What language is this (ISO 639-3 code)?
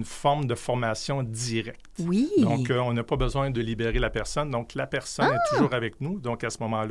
fra